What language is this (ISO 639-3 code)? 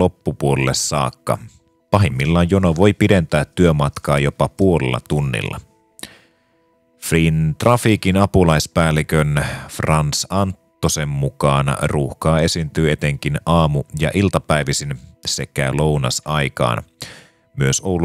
fin